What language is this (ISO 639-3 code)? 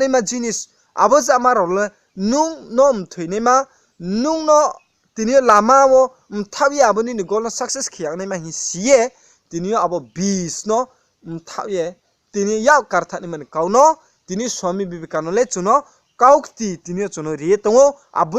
ria